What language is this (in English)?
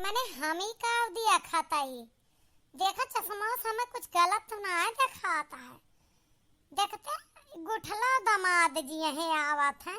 Awadhi